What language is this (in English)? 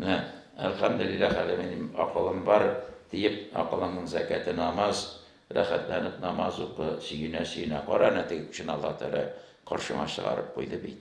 Tatar